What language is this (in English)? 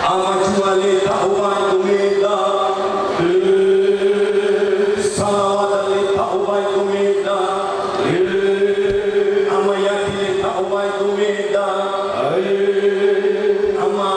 Nias